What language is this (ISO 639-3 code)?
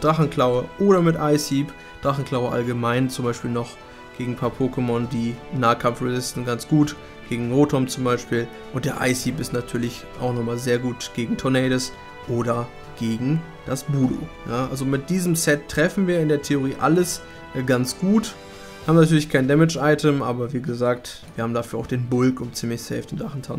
deu